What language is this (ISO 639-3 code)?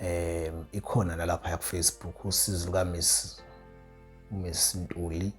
zul